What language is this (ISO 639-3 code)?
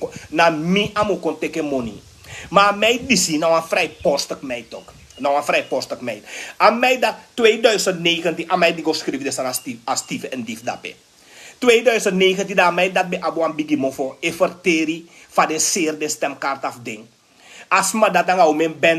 srn